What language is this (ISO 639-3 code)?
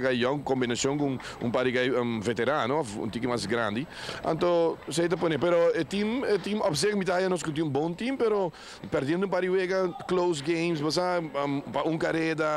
pap